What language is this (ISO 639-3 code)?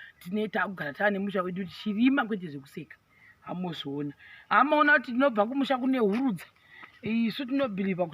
sna